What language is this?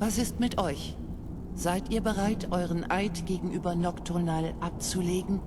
Bavarian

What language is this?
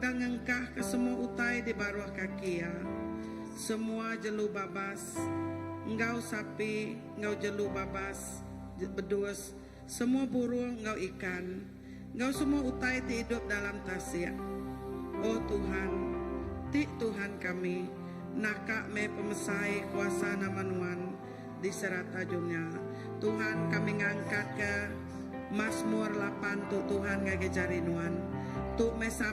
Iban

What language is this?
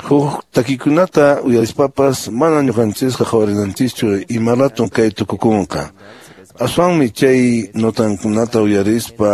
Quechua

